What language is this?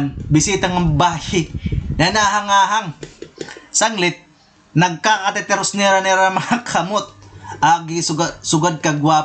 Waray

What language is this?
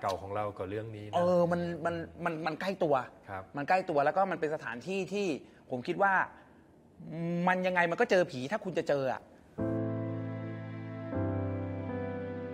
Thai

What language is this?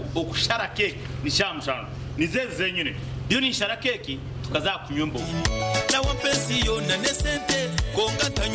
Nyankole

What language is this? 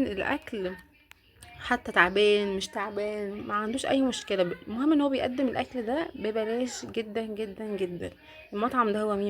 Egyptian Arabic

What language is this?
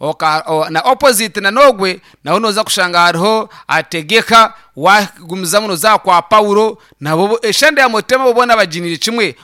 Nyankole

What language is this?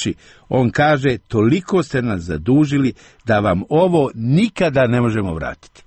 Serbian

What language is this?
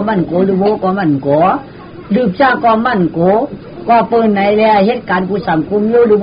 Shan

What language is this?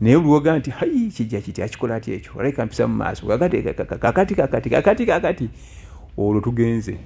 Ganda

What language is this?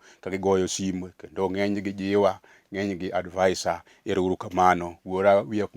Luo (Kenya and Tanzania)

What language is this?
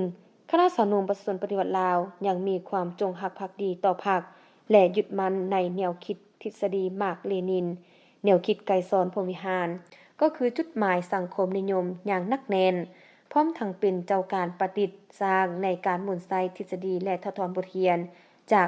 Lao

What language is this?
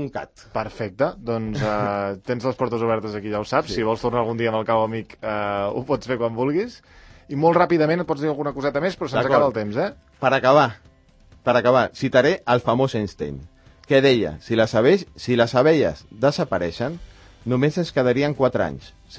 Catalan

